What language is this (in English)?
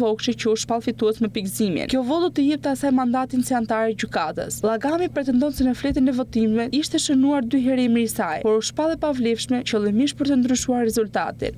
Albanian